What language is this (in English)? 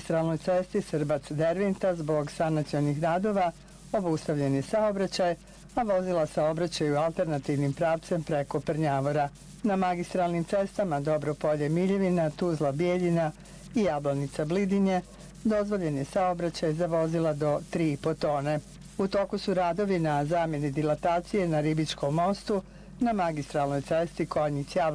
Bosnian